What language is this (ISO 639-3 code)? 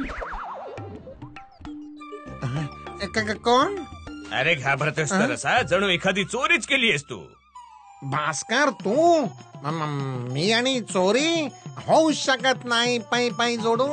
mar